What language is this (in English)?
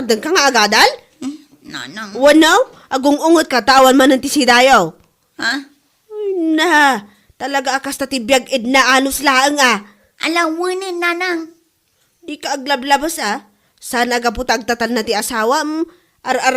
Iloko